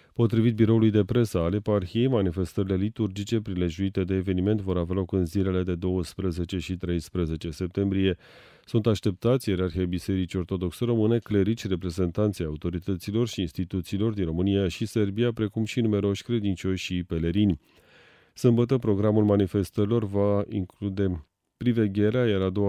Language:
Romanian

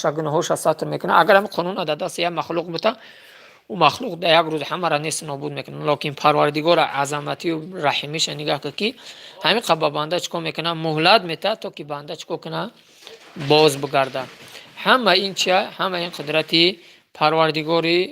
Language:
Tajik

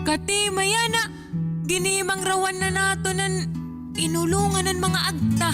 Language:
Waray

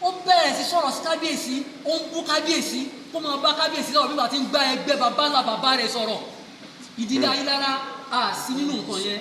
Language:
Yoruba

